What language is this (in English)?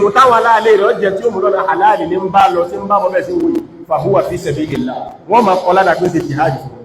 Yoruba